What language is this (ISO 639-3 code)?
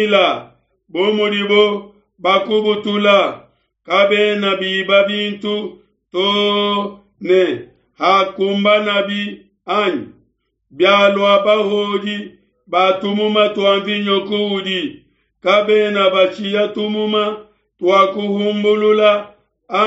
lua